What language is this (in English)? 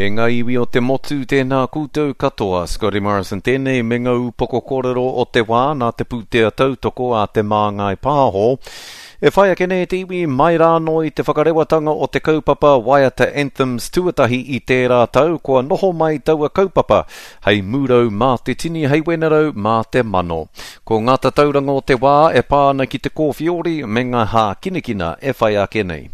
Māori